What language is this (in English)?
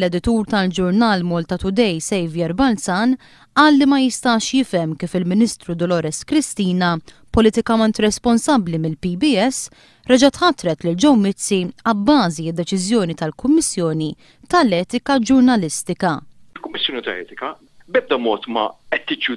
Maltese